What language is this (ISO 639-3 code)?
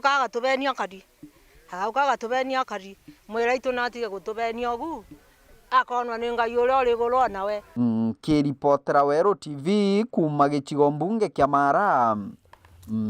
mer